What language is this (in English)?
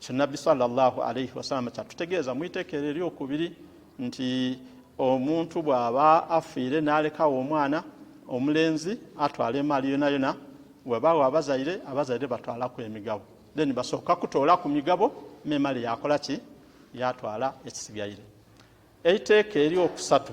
Ganda